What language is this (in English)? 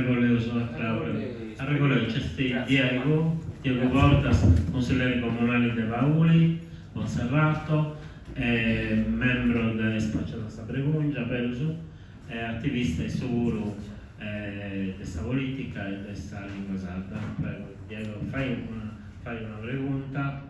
Sardinian